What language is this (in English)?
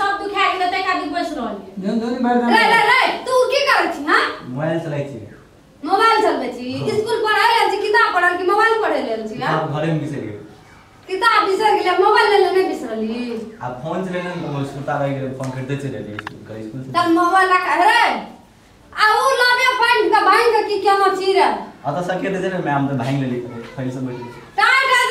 Maithili